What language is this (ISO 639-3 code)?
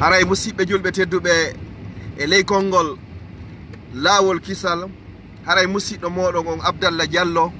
ful